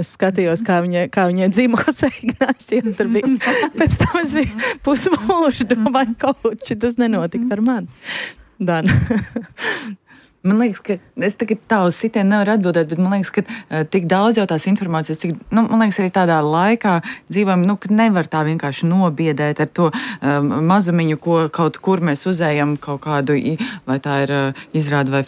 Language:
Latvian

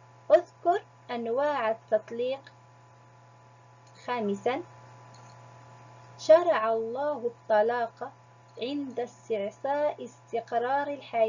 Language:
Arabic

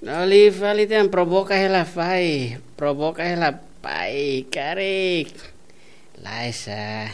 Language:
Tetum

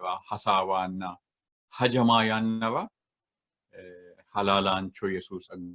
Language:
Sidamo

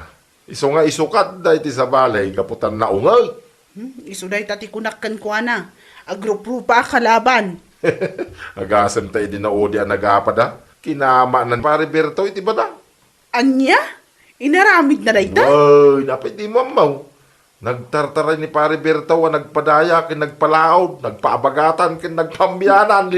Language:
Iloko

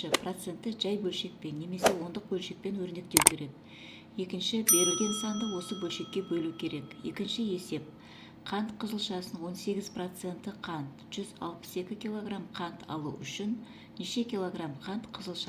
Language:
Kazakh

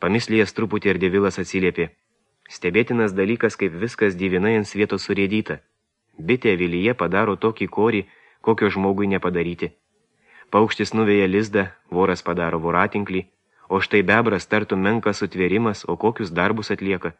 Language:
Lithuanian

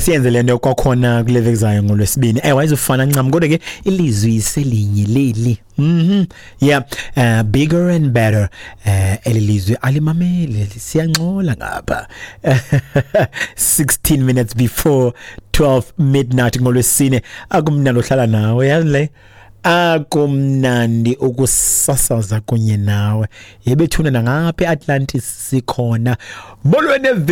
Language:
Xhosa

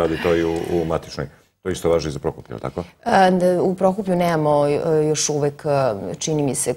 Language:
Serbian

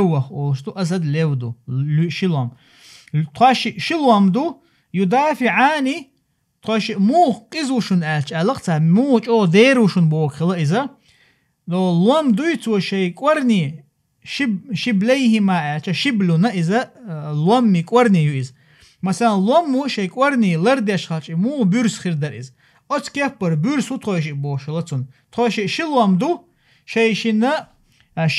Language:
Chechen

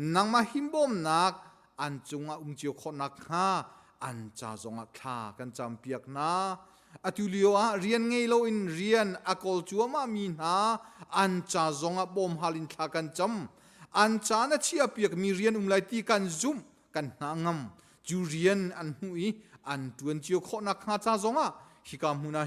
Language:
Hakha Chin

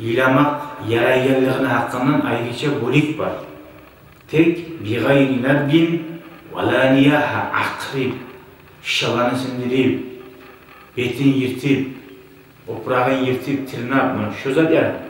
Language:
Kumyk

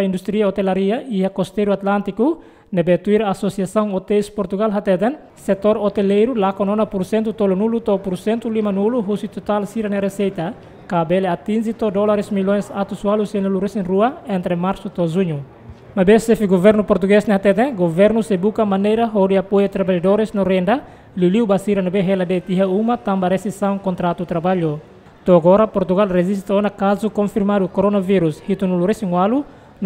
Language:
Tetum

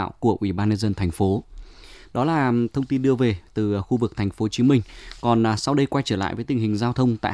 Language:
Vietnamese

